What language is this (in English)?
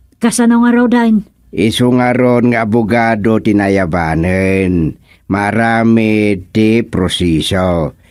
Iloko